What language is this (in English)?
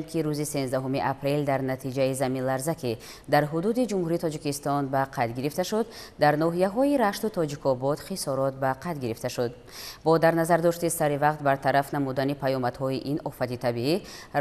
Tajik